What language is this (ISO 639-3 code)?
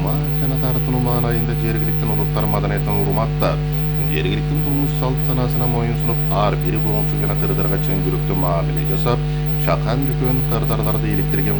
kir